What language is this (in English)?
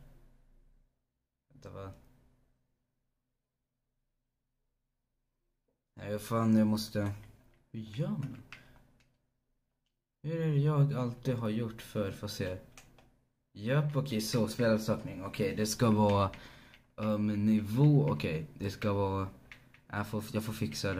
Swedish